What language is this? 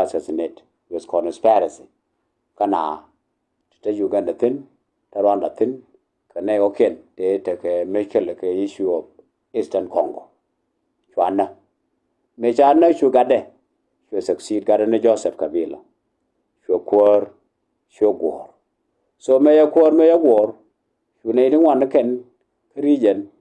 Nuer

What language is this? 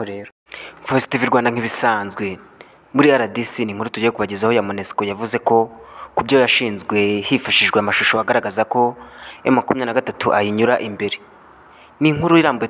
Kinyarwanda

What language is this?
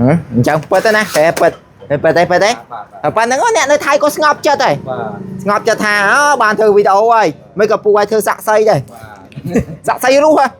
Khmer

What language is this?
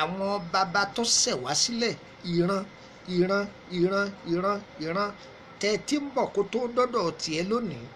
Yoruba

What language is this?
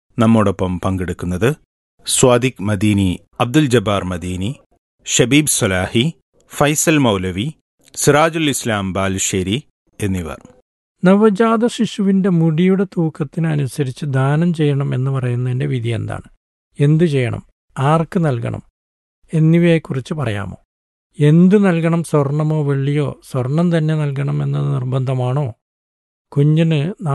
Malayalam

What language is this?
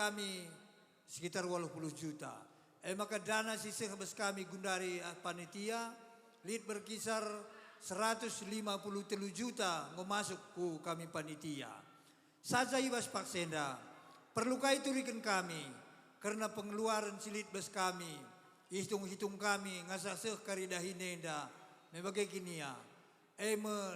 Batak Karo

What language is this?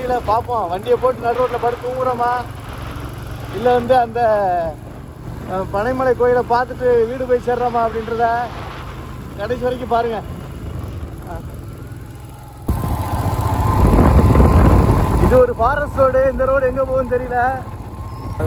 Tamil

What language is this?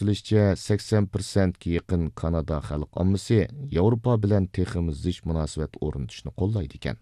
Uyghur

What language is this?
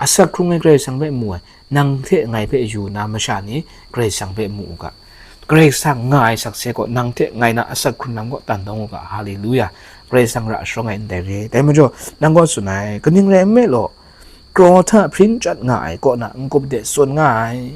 Kachin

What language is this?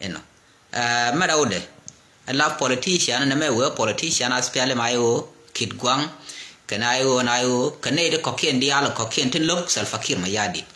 Nuer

